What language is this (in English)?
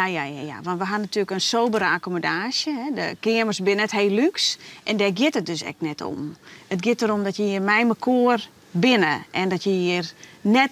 Western Frisian